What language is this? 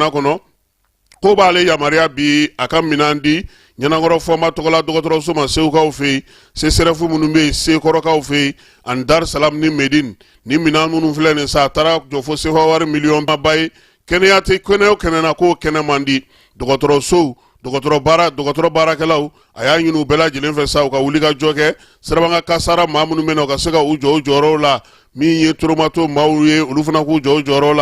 Bambara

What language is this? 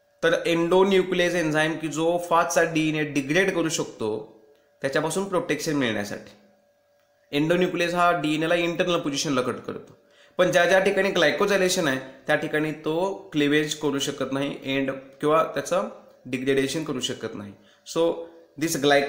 Marathi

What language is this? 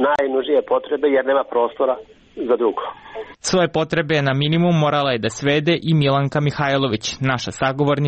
Serbian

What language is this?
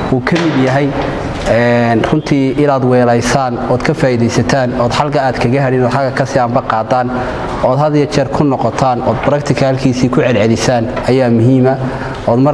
Somali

